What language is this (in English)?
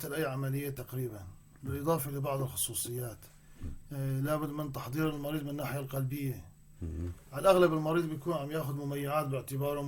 North Levantine Arabic